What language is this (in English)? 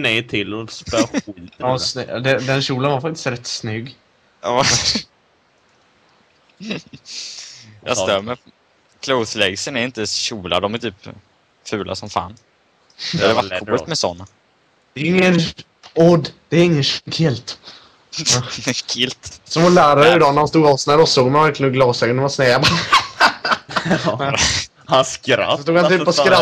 Swedish